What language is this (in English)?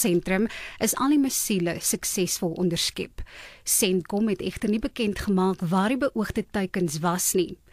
Afrikaans